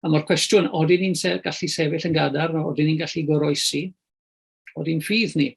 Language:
Welsh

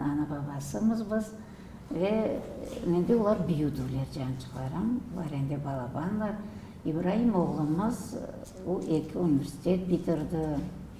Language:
Crimean Tatar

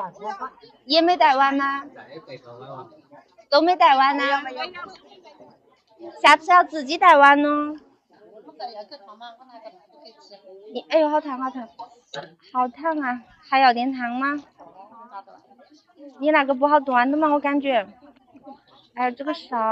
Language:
Chinese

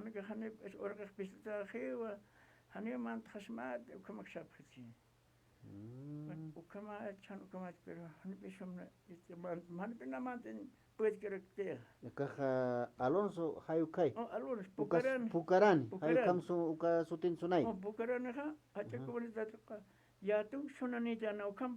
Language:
Aymara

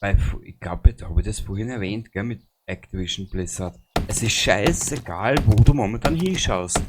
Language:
Bavarian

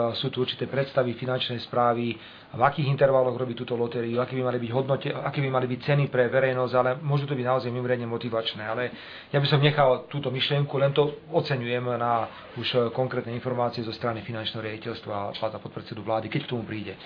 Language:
Slovak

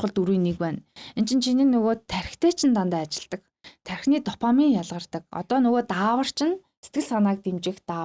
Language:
Mongolian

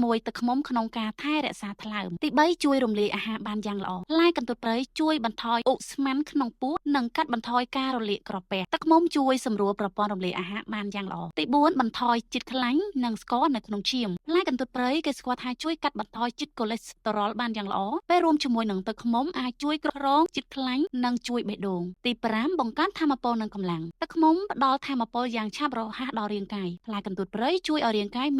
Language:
Khmer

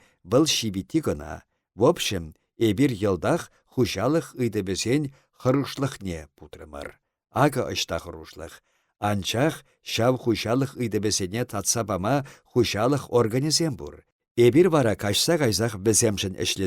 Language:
Chuvash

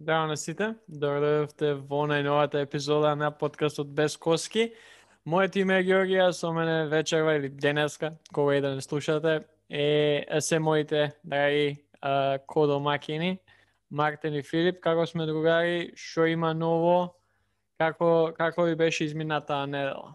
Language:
Macedonian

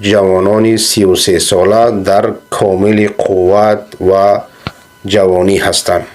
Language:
Persian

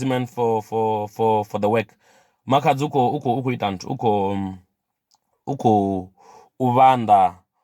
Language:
Venda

